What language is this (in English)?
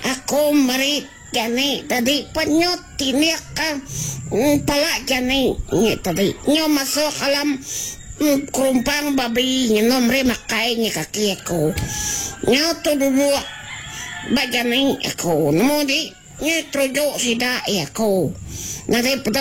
Iban